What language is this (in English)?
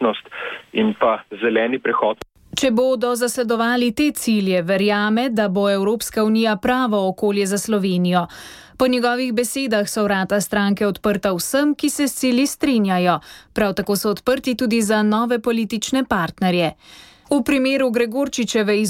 Slovenian